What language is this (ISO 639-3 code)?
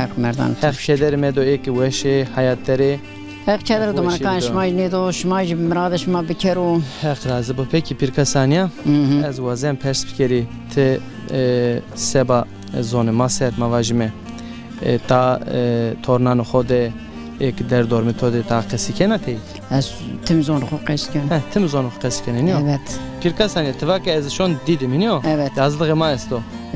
zza